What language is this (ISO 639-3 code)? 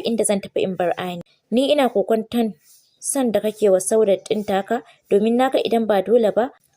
hau